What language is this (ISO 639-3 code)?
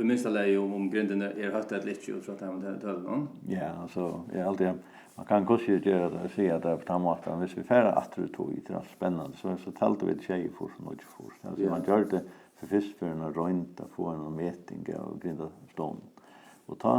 fao